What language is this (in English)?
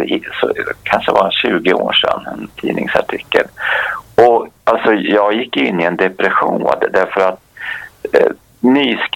Swedish